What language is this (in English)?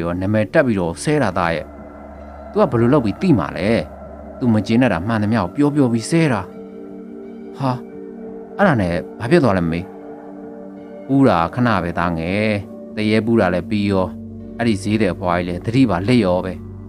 Burmese